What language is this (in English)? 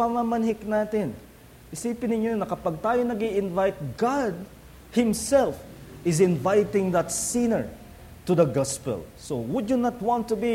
Filipino